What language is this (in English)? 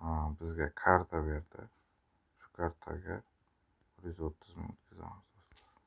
Uzbek